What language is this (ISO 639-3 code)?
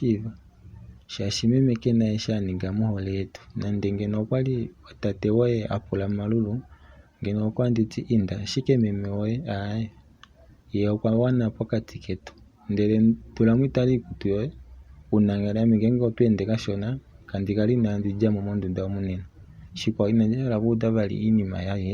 kua